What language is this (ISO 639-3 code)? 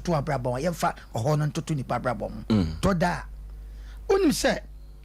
aka